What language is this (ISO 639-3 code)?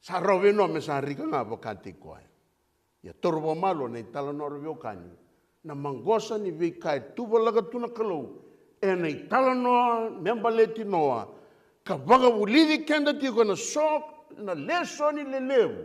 fij